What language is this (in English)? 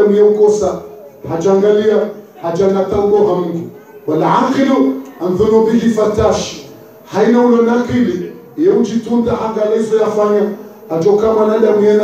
Ngazidja Comorian